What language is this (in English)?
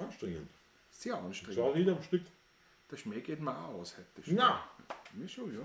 Bavarian